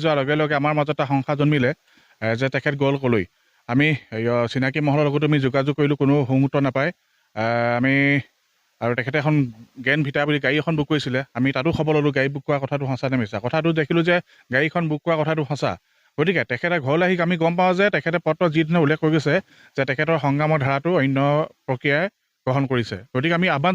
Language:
Assamese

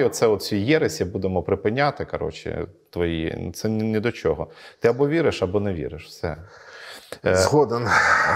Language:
Ukrainian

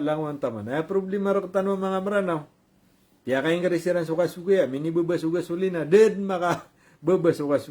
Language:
Maranao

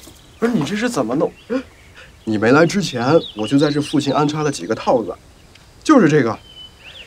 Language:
Chinese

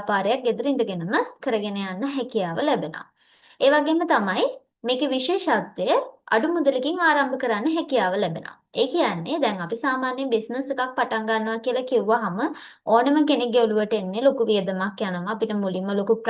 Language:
Sinhala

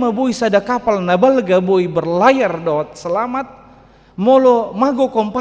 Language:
Batak Toba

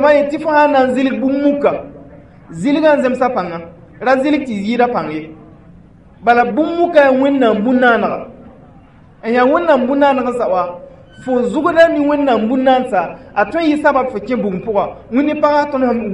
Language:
Mossi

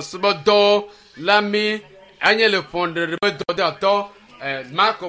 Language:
Ewe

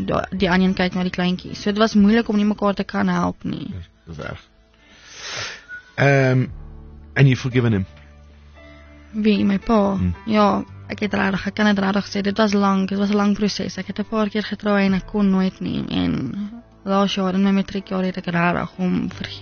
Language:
Afrikaans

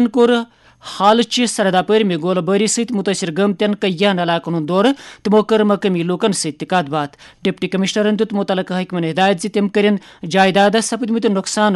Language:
Kashmiri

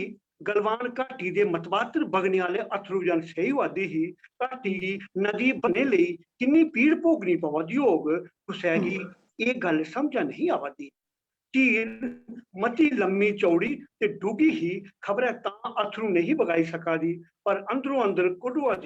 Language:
Dogri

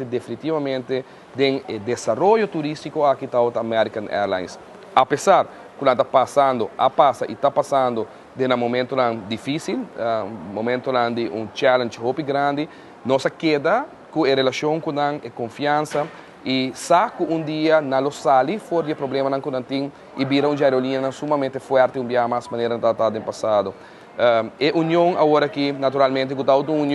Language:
Papiamento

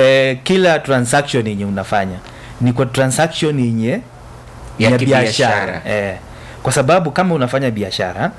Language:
Swahili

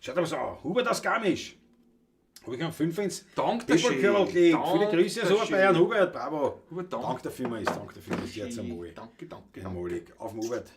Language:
Bavarian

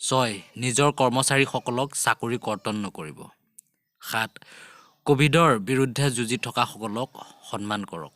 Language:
Assamese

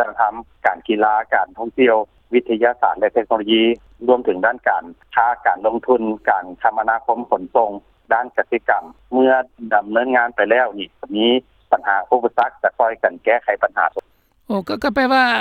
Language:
Lao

